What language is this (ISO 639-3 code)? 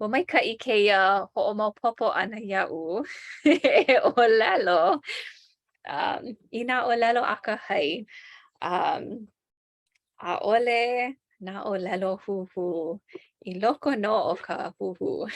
haw